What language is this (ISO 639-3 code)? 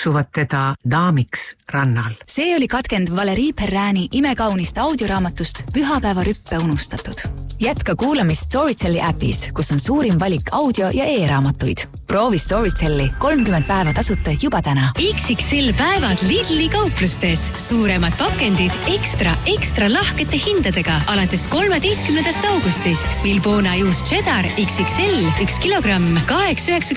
est